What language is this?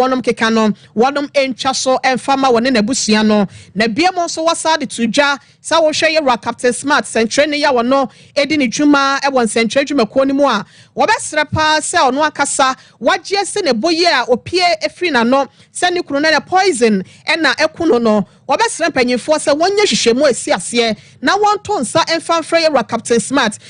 Akan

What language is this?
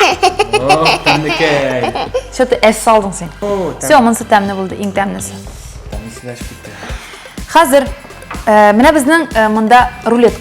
Tatar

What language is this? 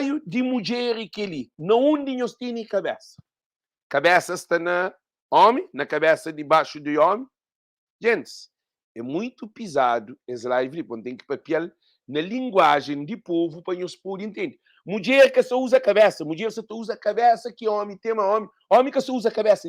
Kabuverdianu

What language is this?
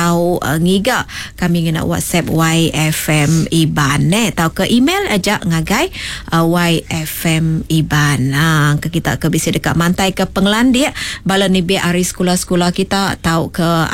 Iban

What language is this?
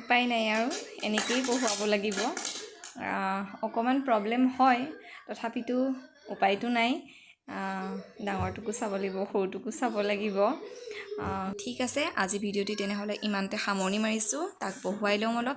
Assamese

